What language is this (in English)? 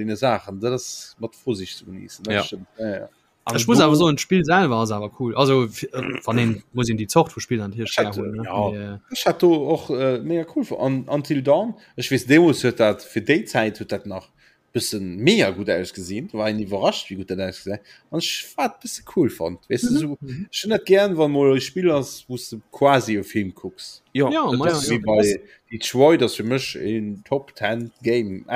Luxembourgish